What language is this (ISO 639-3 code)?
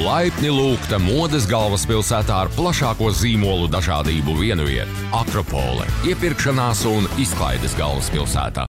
lav